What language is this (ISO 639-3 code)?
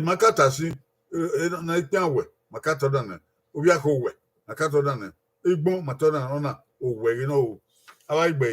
bin